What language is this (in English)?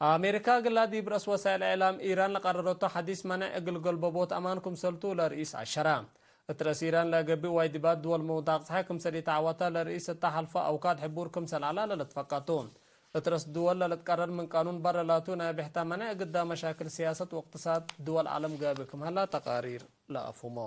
Tigre